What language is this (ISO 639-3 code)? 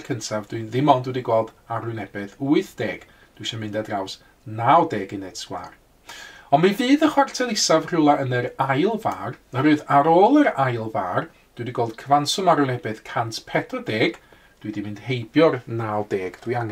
cym